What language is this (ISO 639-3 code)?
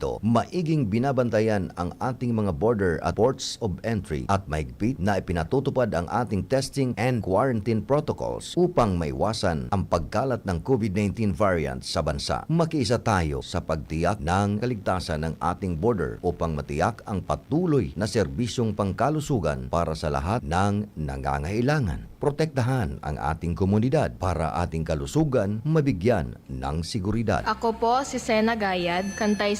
bik